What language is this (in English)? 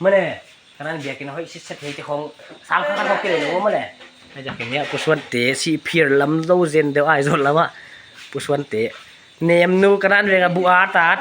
Paite Chin